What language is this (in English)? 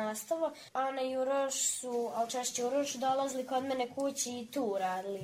Serbian